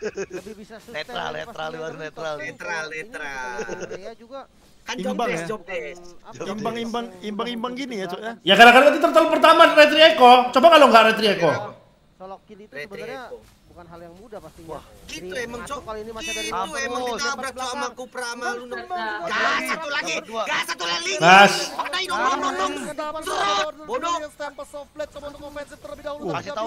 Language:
Indonesian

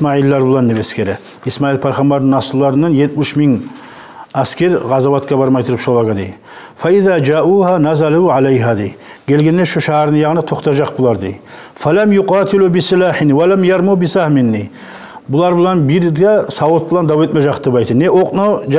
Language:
Kumyk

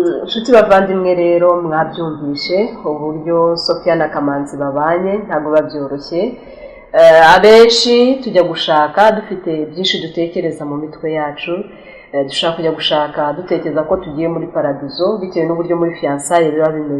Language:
Kinyarwanda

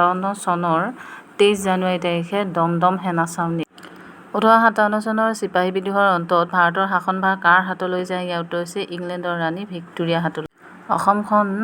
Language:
Assamese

